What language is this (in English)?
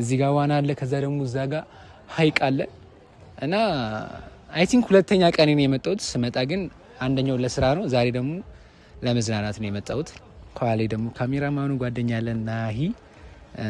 Amharic